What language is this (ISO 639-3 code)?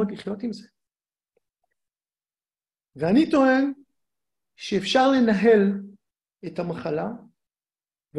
heb